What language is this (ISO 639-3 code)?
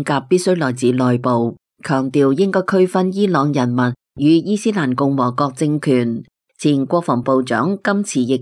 yue